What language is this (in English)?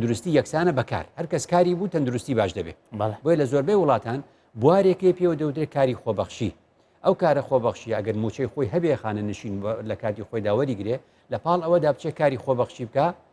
Central Kurdish